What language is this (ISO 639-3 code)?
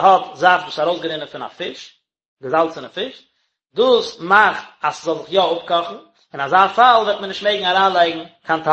yid